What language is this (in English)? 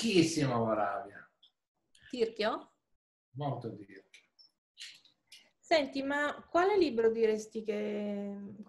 Italian